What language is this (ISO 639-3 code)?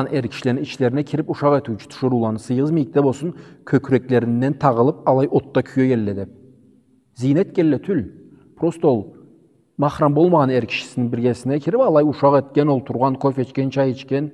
krc